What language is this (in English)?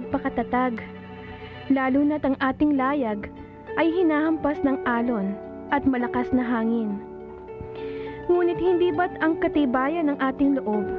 Filipino